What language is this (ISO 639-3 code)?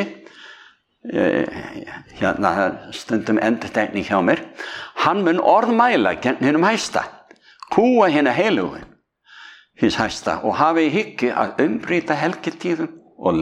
isl